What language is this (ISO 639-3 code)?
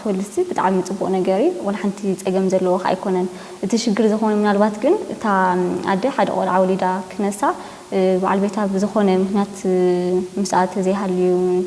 tir